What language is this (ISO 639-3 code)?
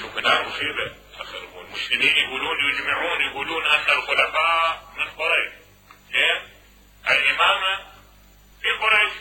acm